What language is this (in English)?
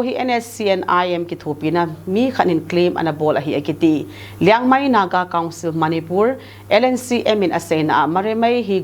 Thado Chin